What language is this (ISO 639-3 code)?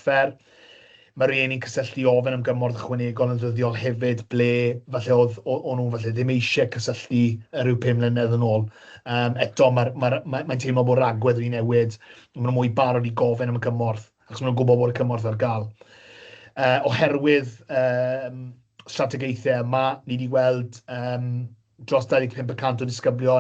cym